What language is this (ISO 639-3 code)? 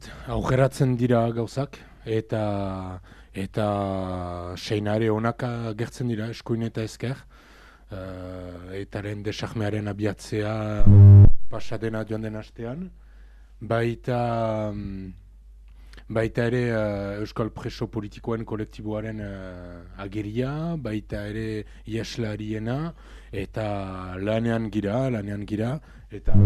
eus